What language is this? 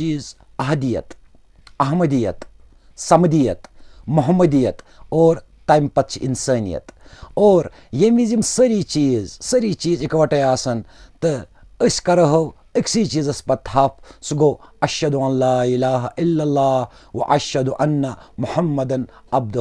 Kashmiri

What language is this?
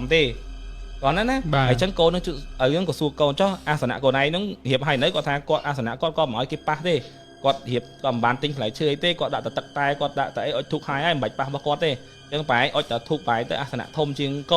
Khmer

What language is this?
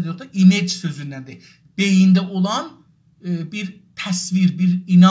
South Azerbaijani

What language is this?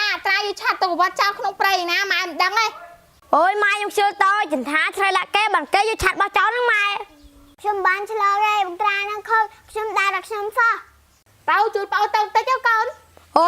Khmer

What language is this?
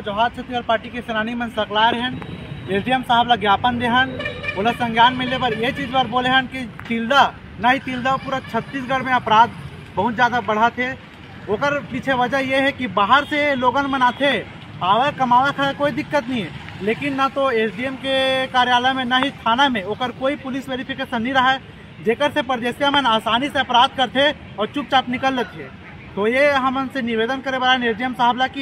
Chhattisgarhi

